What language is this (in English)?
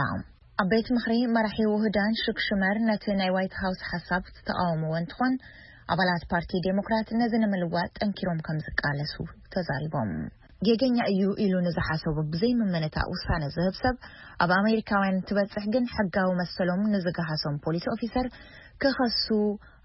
Tigrinya